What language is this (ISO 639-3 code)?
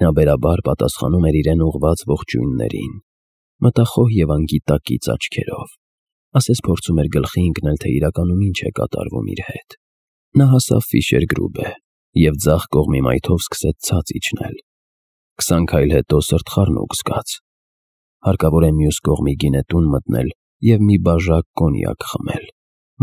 hye